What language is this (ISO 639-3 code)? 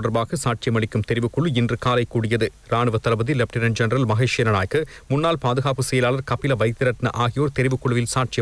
tam